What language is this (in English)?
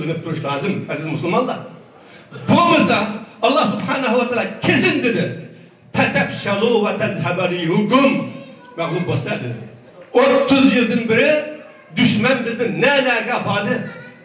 Uyghur